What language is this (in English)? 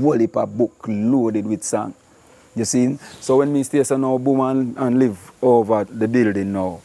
Jamaican Creole English